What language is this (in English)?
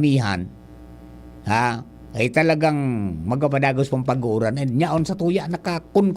Bikol